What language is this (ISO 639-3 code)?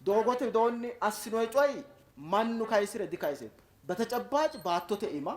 sid